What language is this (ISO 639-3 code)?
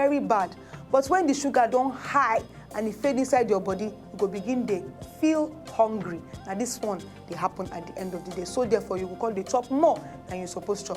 pcm